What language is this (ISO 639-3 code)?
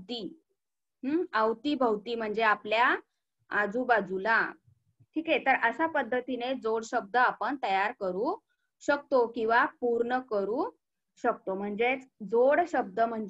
mar